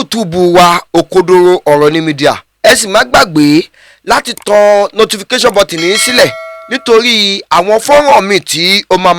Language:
Yoruba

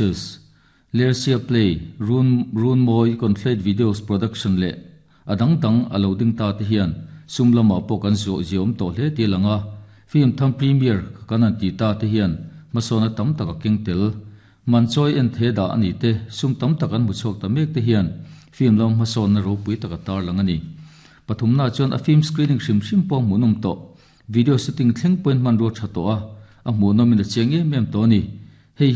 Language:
Mizo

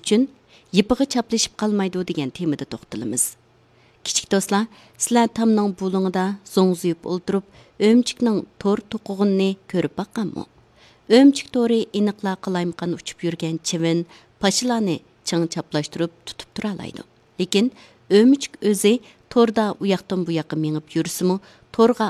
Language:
Uyghur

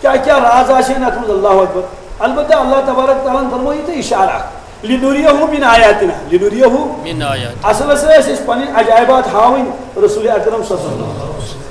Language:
Kashmiri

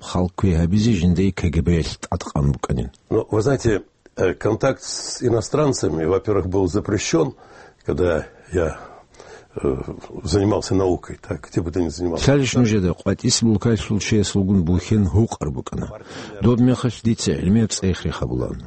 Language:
Avaric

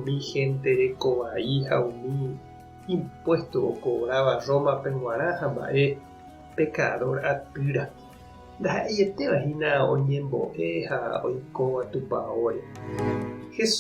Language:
Guarani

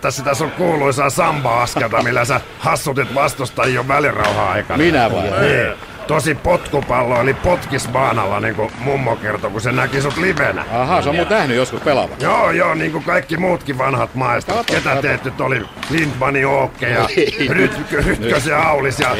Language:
Finnish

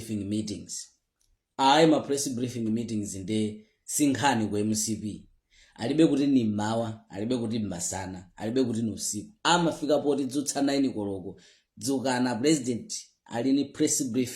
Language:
Nyanja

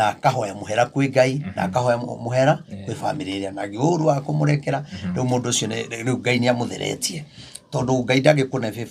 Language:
Kikuyu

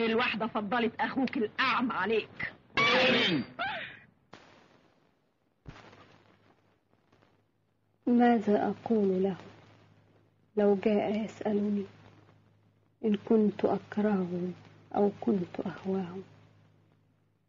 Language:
Egyptian Arabic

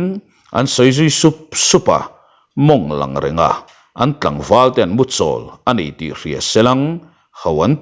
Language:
Mizo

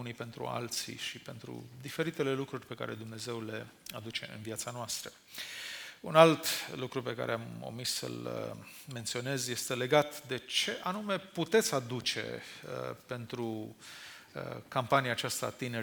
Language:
Romanian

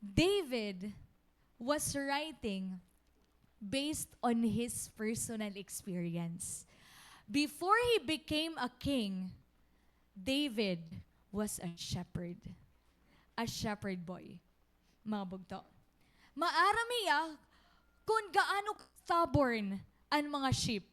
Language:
Waray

